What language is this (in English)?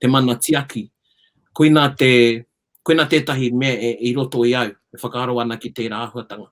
Māori